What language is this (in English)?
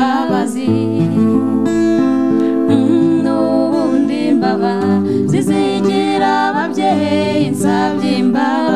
Kinyarwanda